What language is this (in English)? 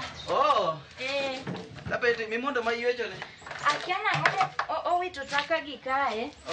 Luo (Kenya and Tanzania)